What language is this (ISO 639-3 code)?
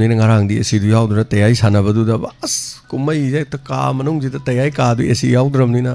mni